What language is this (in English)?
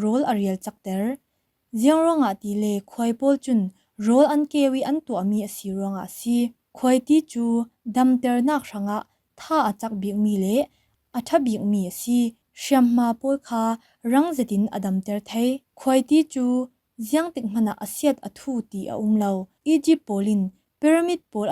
Falam Chin